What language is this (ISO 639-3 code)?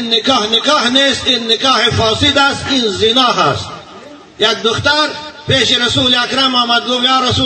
tgk